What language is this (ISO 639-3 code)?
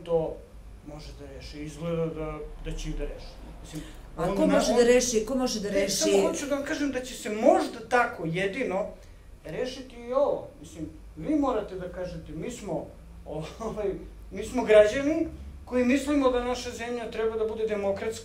srp